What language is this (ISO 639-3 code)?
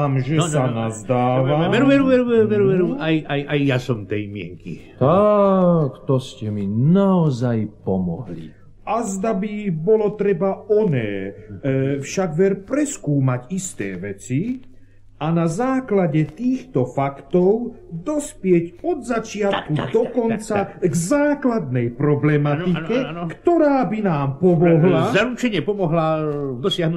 slk